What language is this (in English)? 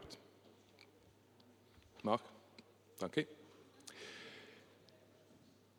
German